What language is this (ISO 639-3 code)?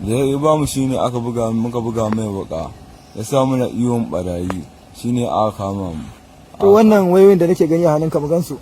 hau